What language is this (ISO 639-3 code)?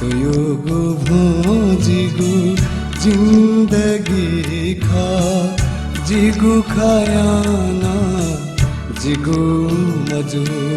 new